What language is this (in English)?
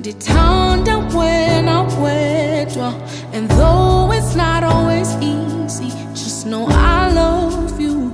Tswana